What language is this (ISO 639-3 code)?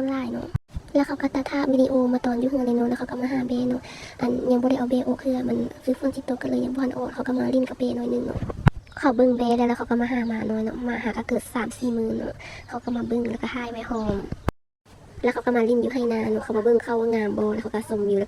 lao